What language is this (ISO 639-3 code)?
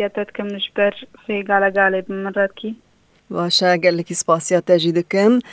kur